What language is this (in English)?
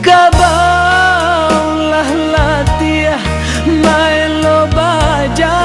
Minangkabau